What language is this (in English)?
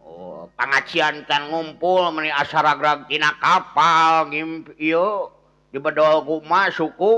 Sundanese